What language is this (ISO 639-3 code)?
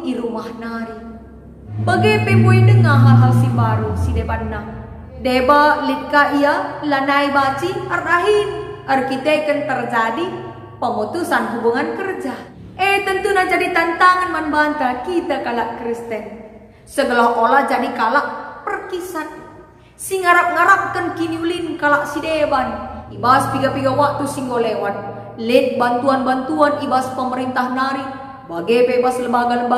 btx